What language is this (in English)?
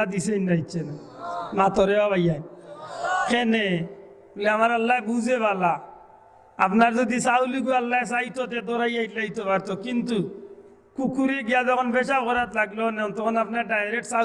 Sylheti